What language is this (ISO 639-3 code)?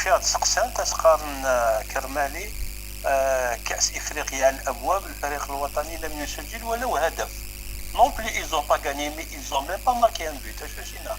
kab